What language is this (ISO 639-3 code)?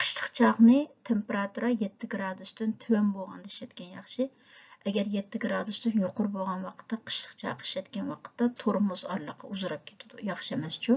uig